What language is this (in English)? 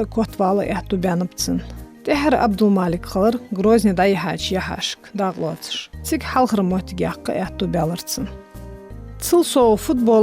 Ingush